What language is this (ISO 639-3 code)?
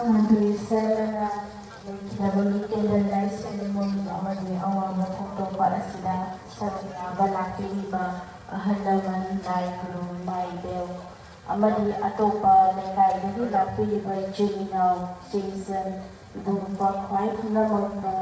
mni